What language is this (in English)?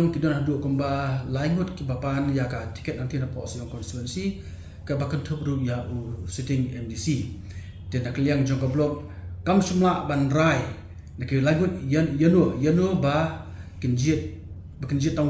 Khasi